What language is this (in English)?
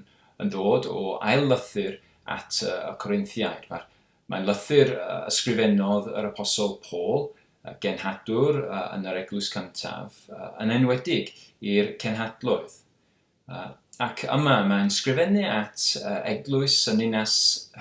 Welsh